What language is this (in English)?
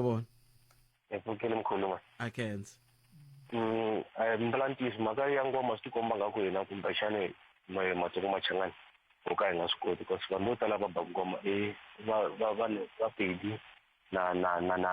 Tsonga